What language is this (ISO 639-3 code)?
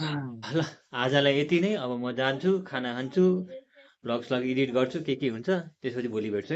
nep